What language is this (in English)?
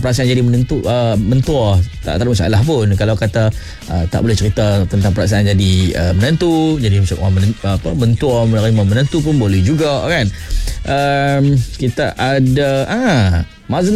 Malay